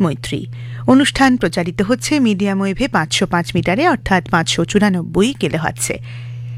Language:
Bangla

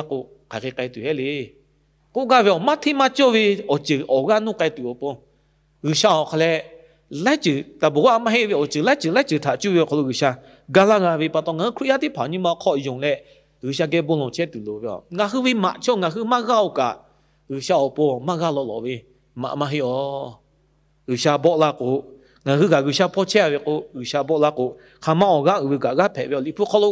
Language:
Lahu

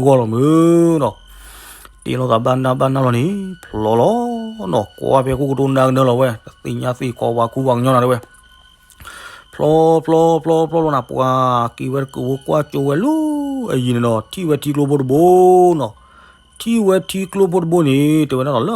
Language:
S'gaw Karen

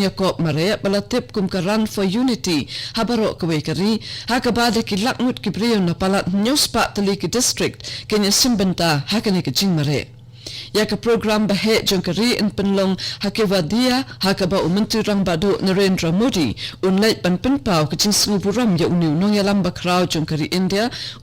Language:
Khasi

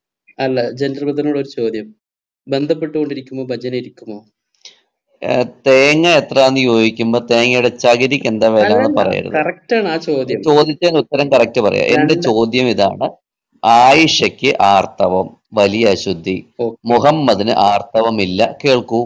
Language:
Malayalam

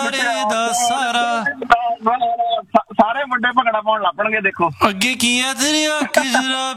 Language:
Punjabi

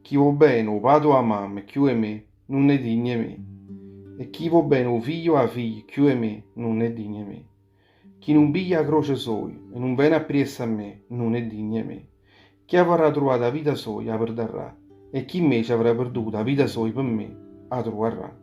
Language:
Neapolitan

